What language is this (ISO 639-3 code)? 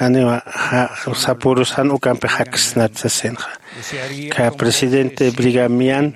aym